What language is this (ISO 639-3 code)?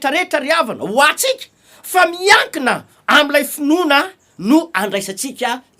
mlg